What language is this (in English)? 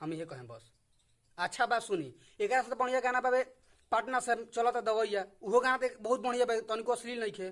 Bhojpuri